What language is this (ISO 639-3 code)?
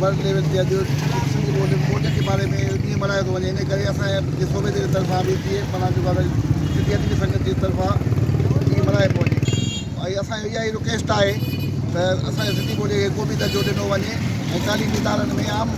snd